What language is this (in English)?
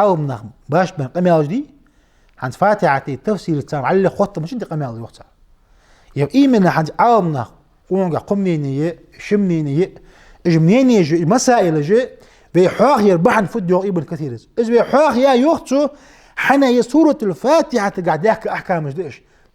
Ingush